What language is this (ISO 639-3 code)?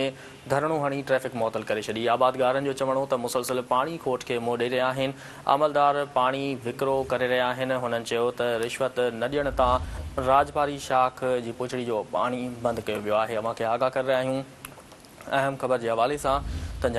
snd